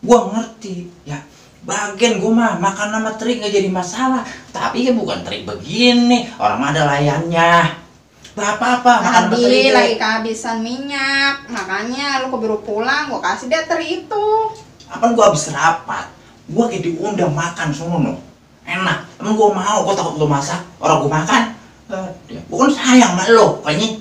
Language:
Betawi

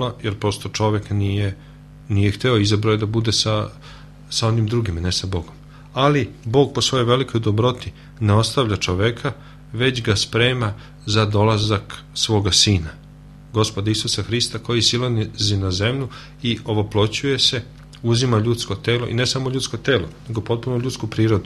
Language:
Serbian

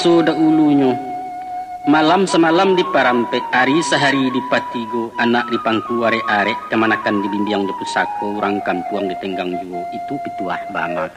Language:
Minangkabau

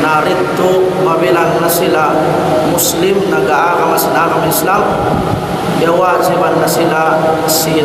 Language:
Tausug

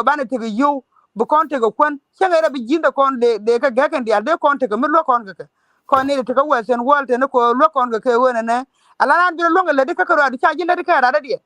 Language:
Nuer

